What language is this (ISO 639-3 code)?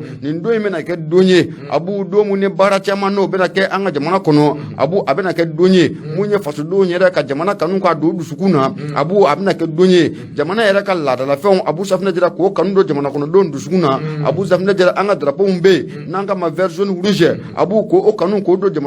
bam